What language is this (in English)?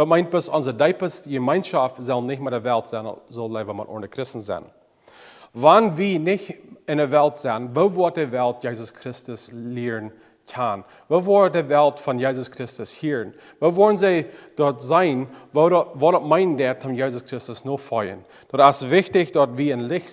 Plautdietsch